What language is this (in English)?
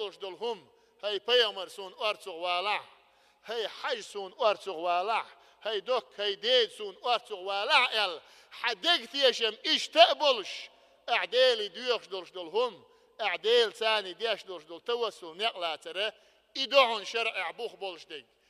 Chechen